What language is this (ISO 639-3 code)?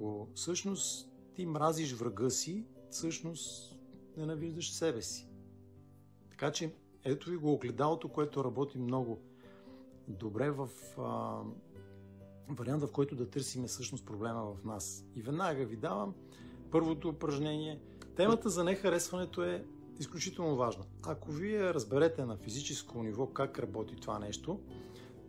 bul